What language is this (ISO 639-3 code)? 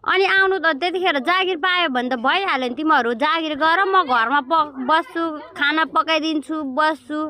nep